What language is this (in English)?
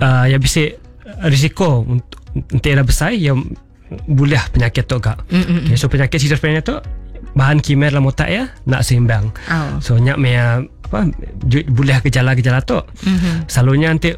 Iban